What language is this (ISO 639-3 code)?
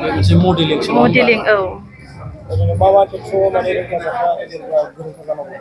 brx